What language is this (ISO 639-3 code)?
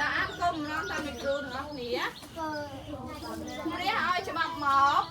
khm